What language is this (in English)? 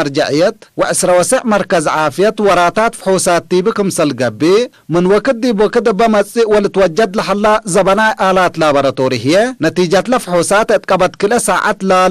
Tigre